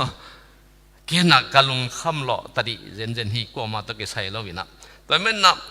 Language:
Tedim Chin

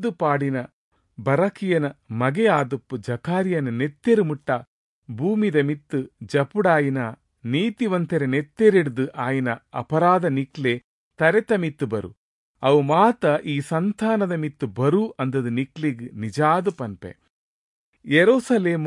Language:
Tulu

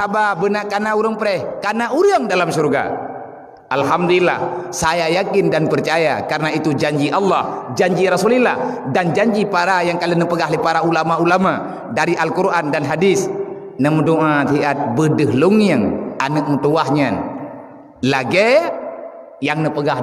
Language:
Achinese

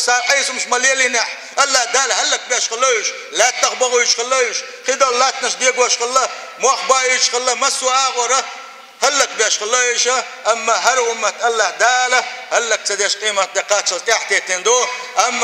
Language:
Chechen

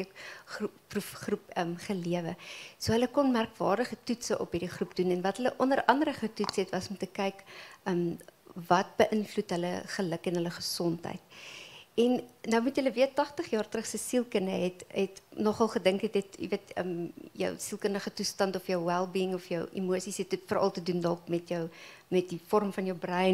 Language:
Afrikaans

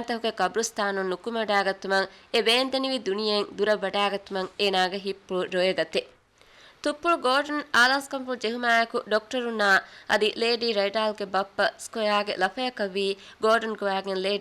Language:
Divehi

